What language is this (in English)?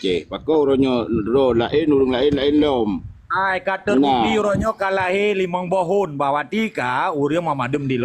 Achinese